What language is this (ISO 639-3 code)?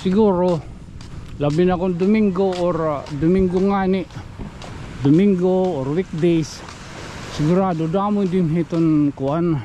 war